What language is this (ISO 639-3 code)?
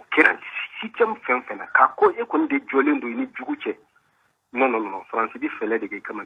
bam